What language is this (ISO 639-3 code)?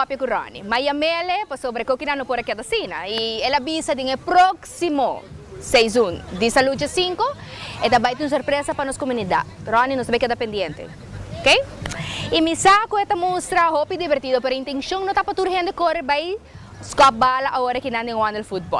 pap